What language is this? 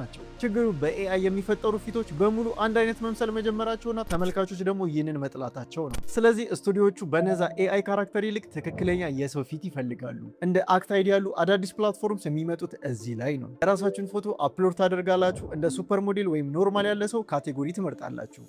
Amharic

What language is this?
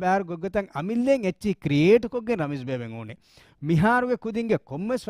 Divehi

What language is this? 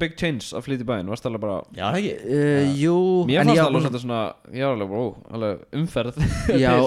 Icelandic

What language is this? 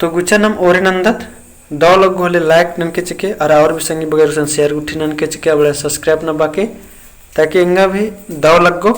Kurukh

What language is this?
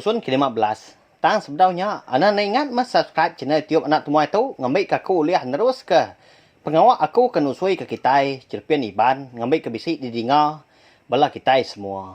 Iban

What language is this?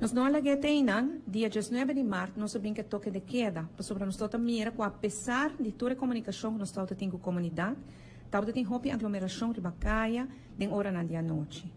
Papiamento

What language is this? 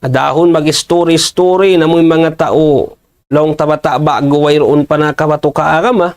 Tausug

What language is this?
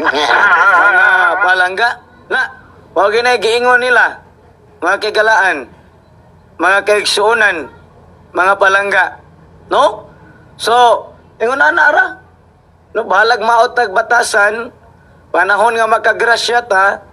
Cebuano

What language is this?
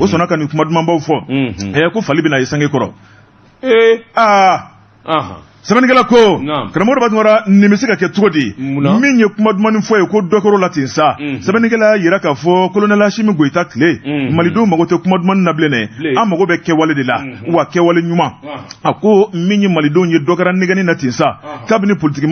Bambara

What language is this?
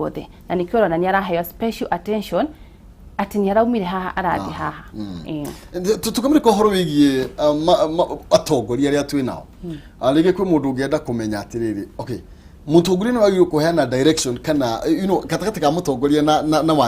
Kikuyu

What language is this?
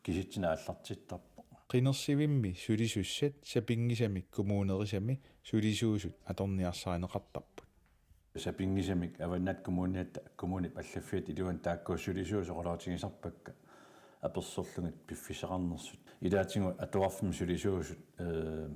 Kalaallisut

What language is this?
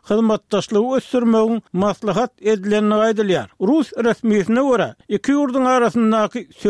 Turkmen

